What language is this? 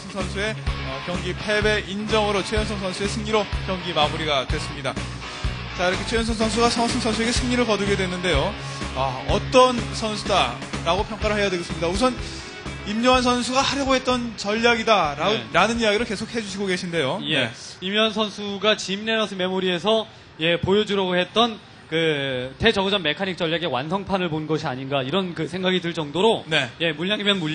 Korean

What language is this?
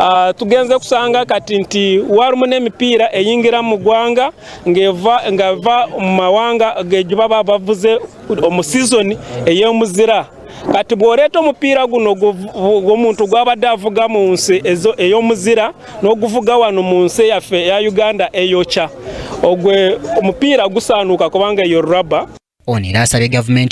Ganda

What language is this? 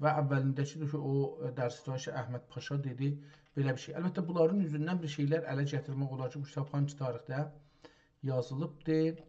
South Azerbaijani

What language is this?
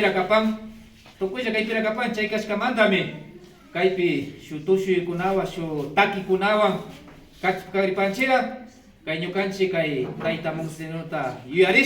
Imbabura Highland Quichua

